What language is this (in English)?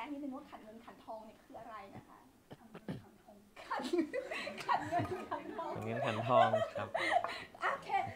Thai